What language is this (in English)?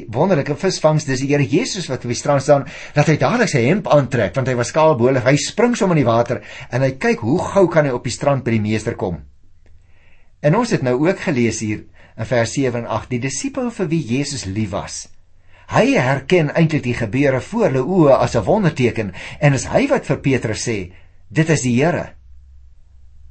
Afrikaans